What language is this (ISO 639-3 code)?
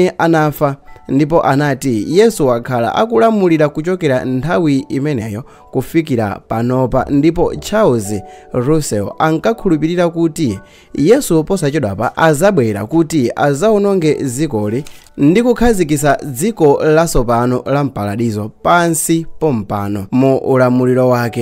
nya